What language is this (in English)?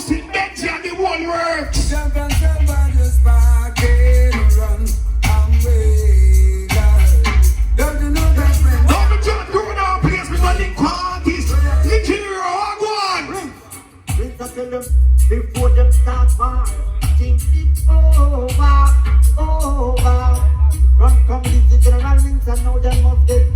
Jamaican Creole English